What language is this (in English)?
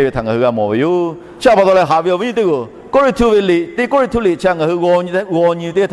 Lahu